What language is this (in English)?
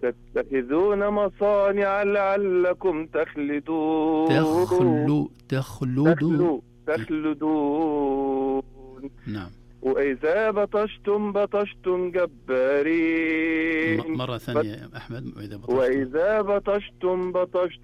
Najdi Arabic